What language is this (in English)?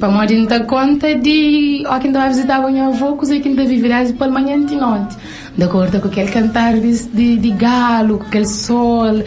Kabuverdianu